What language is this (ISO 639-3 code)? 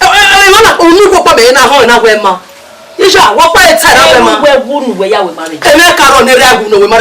bin